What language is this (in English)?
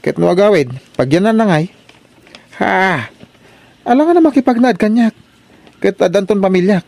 Iloko